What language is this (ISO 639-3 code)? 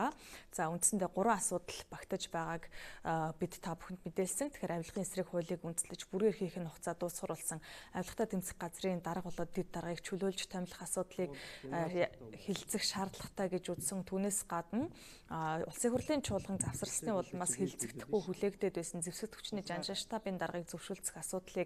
mon